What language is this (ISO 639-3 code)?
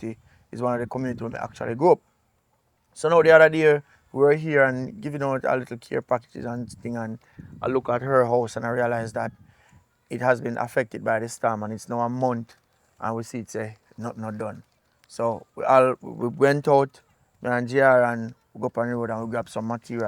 jam